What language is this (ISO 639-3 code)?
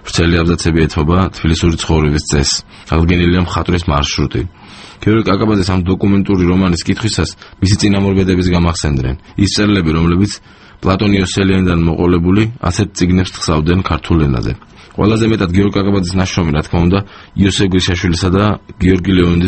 kat